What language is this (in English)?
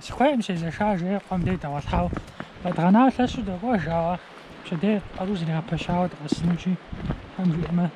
Kabardian